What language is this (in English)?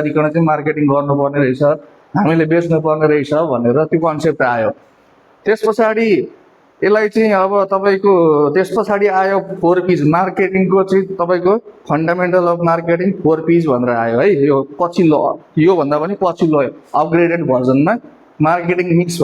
Nepali